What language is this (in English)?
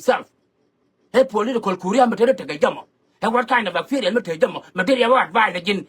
Nuer